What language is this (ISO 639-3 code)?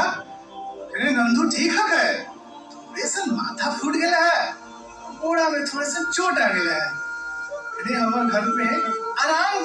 mag